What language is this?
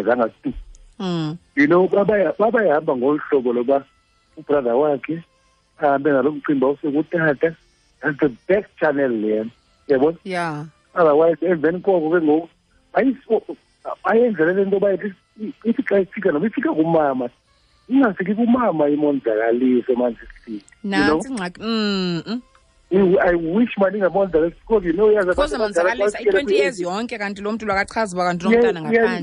Xhosa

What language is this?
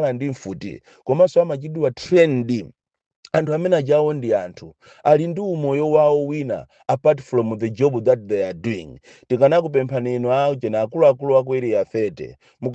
Nyanja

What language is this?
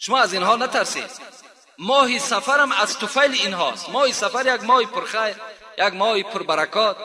Tajik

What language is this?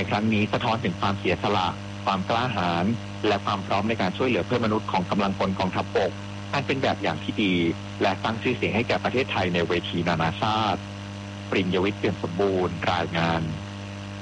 Thai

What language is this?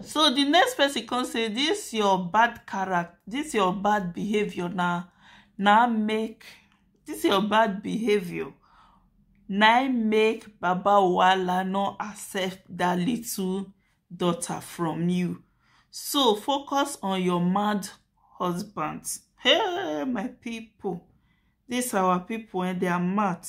Nigerian Pidgin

